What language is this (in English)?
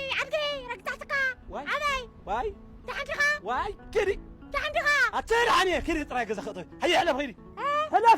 Tigrinya